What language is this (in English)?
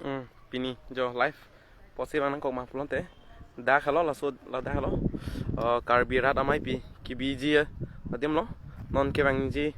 Karbi